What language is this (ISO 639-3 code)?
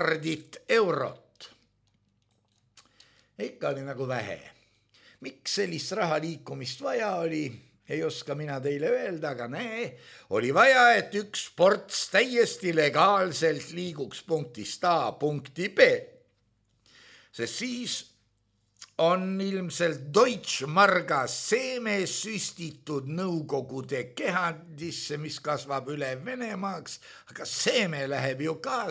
est